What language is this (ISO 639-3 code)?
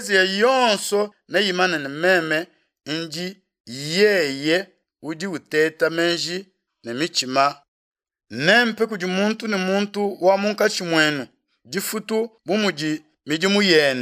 lua